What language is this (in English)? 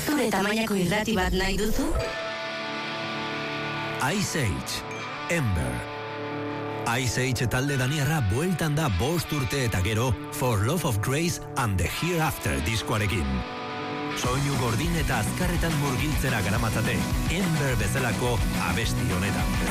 Basque